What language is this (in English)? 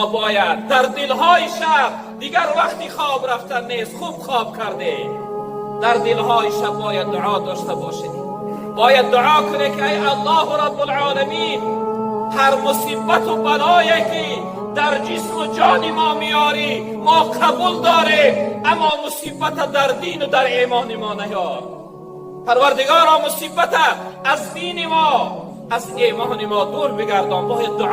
Tajik